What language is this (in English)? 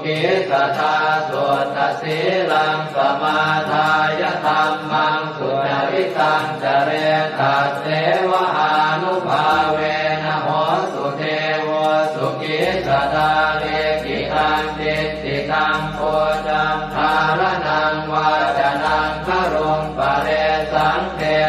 Pali